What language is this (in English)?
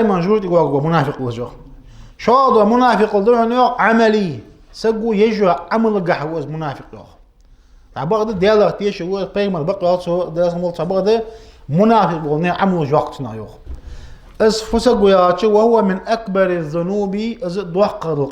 Ingush